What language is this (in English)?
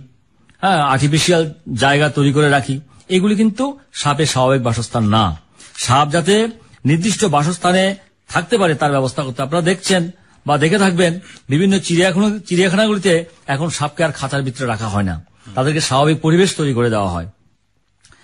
Bangla